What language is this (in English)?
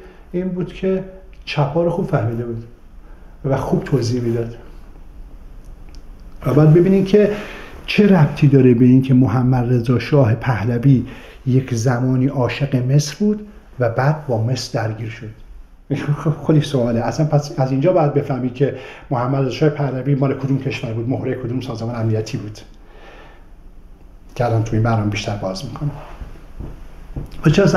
Persian